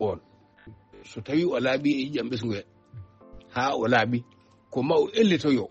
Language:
Fula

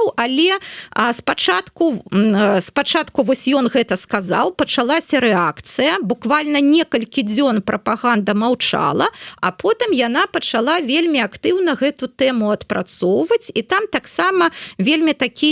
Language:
Belarusian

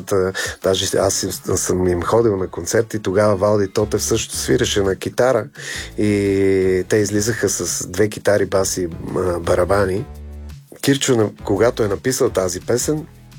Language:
Bulgarian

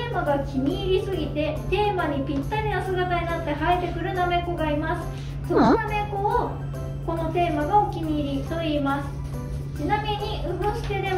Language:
Japanese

